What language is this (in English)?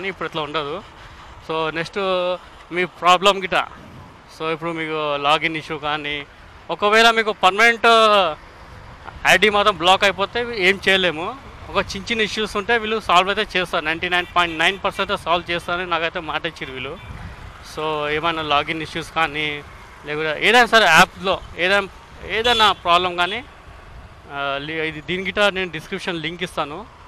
Telugu